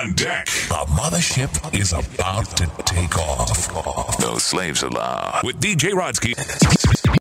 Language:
English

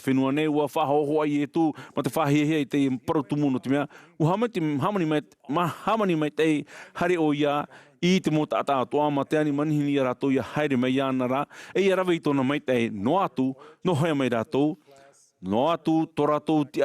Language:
Tahitian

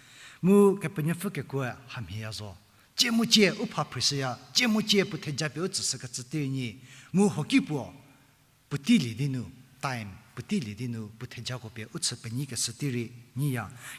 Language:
Angami Naga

